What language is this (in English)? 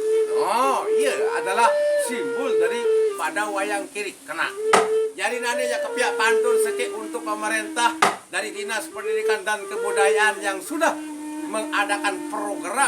Sasak